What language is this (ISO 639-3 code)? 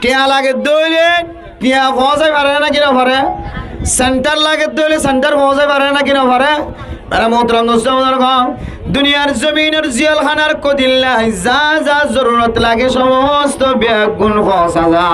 rhg